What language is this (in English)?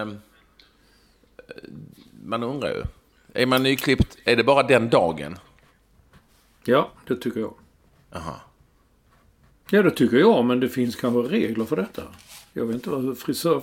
Swedish